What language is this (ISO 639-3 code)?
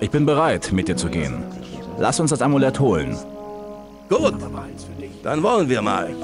bar